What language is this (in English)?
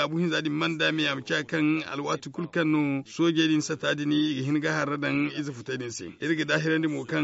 Zarma